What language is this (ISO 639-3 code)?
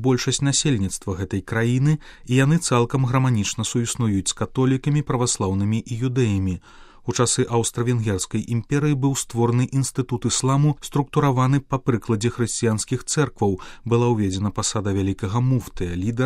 bel